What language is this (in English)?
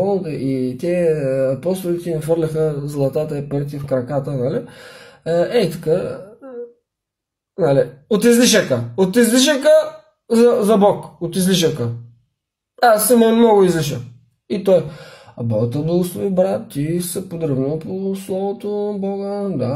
Bulgarian